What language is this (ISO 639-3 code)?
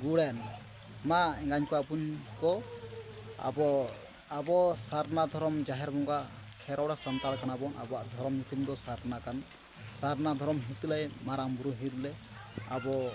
sat